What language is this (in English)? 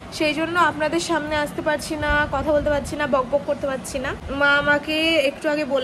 Bangla